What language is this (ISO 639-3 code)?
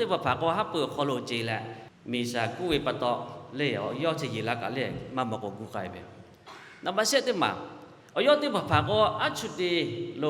lhu